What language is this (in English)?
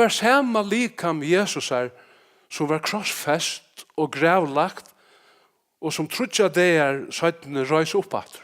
Faroese